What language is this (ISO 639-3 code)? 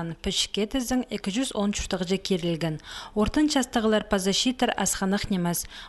kjh